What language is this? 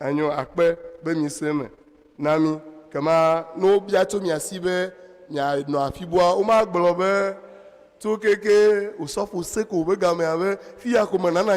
Ewe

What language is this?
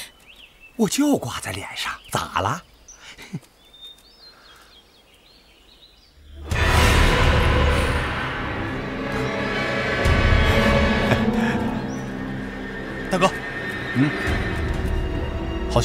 Chinese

